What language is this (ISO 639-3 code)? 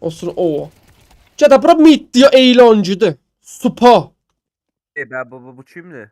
azb